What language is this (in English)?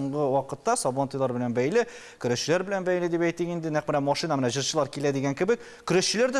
Tatar